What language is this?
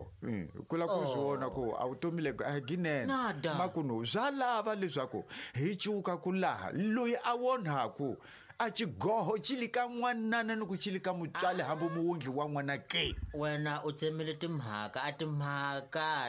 Tsonga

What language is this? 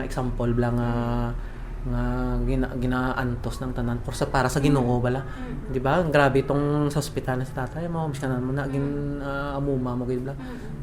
Hiligaynon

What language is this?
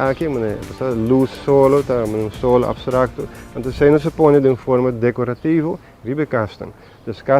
Papiamento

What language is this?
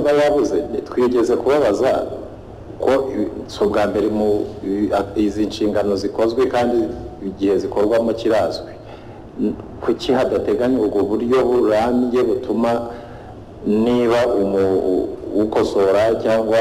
Kinyarwanda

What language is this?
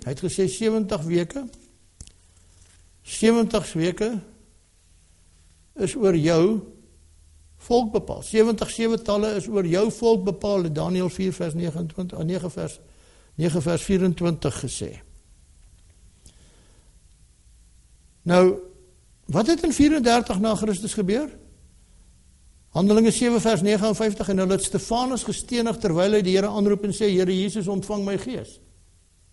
Afrikaans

